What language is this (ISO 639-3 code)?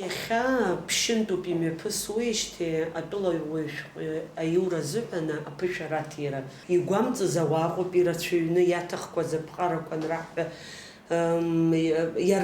abk